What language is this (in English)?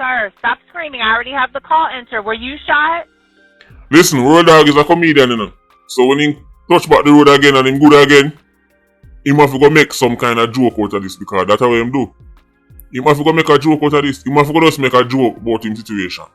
Jamaican Creole English